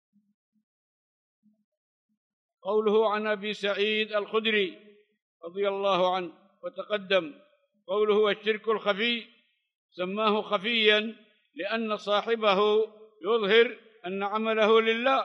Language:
Arabic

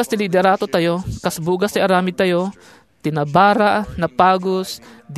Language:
Iloko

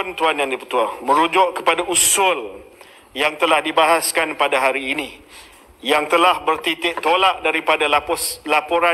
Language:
Malay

